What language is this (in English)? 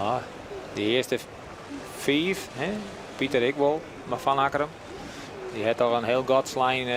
Western Frisian